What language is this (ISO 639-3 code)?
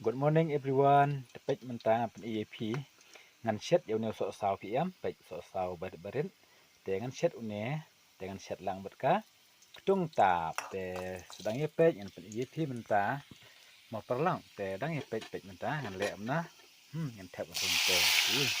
kha